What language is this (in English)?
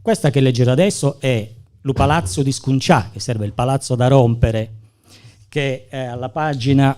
Gallurese Sardinian